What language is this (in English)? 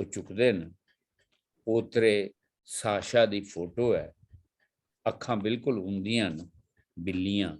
Dogri